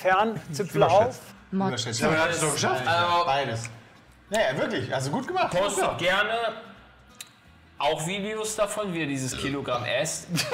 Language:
German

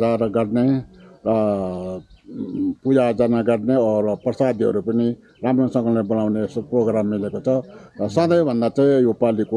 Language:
Nepali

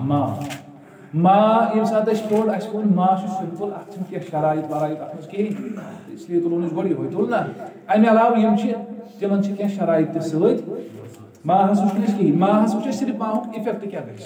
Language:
Kashmiri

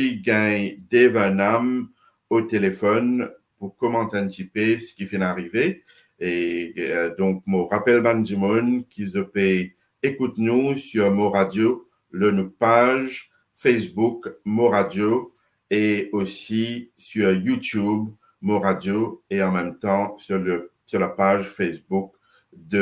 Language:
Morisyen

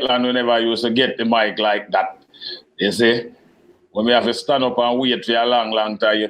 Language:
Jamaican Creole English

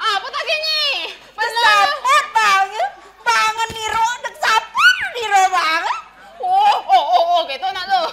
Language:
Balinese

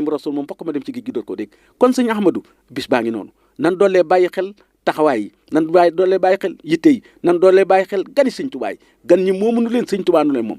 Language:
Wolof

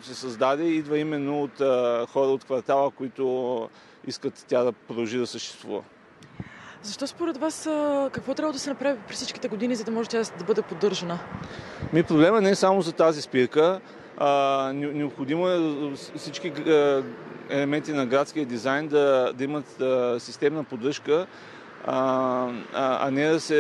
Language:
Bulgarian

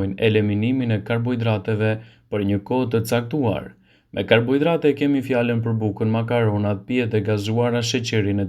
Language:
Albanian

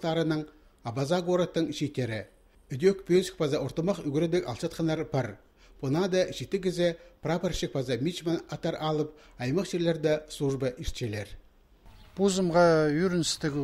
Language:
Khakas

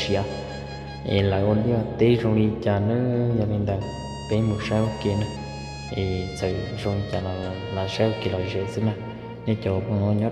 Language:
Hmong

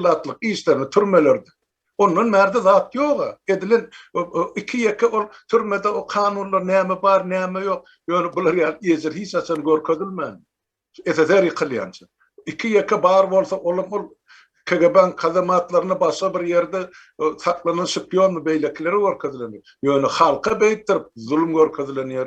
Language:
Turkmen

